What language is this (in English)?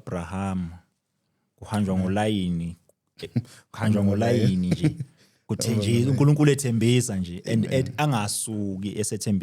Zulu